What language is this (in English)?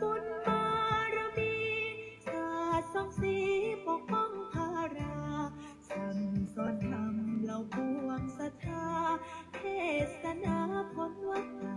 Pali